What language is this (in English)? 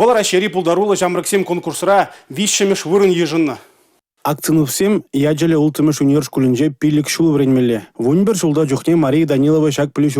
Chuvash